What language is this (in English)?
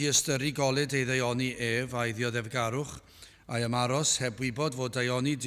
Welsh